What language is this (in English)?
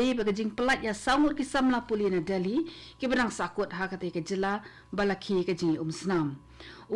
Khasi